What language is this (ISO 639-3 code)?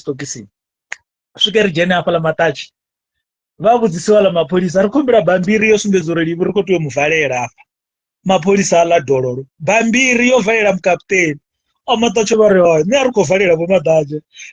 ven